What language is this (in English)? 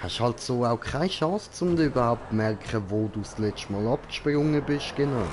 Swiss German